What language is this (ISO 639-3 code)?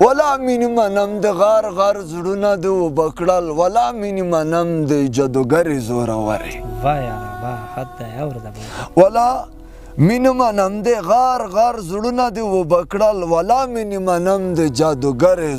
pus